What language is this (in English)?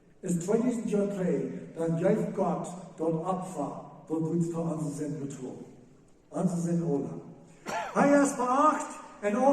Plautdietsch